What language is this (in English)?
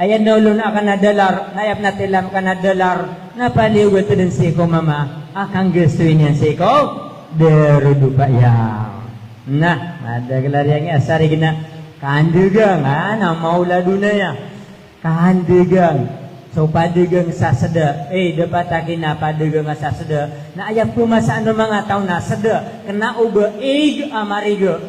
Maranao